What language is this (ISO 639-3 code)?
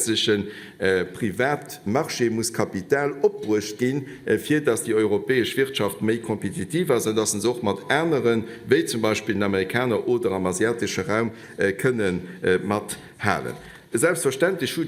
ltz